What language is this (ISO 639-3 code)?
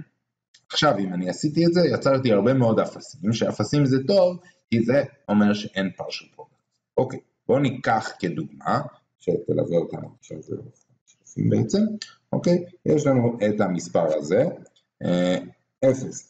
heb